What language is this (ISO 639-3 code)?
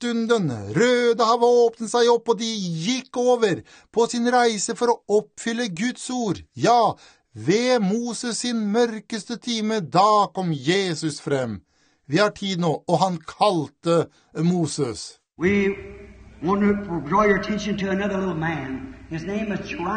nor